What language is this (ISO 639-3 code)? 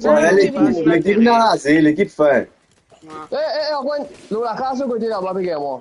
mfe